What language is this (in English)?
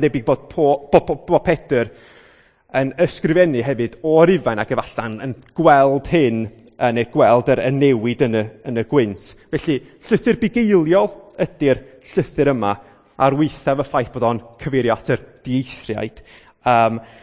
Welsh